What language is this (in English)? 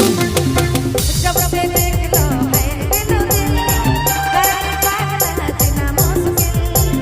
Sadri